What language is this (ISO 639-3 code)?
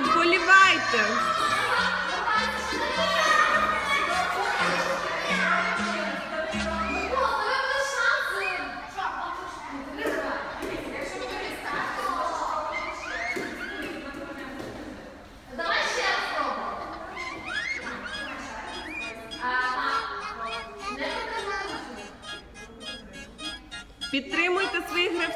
ukr